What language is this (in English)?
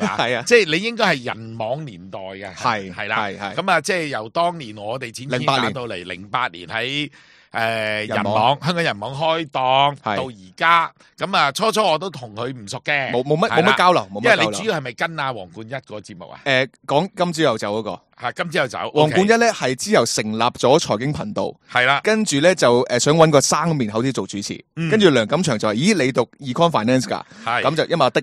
Cantonese